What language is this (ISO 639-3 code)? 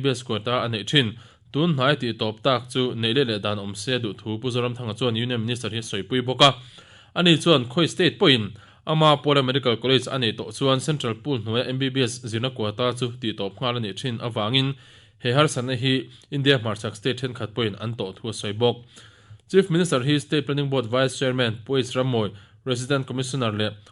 lus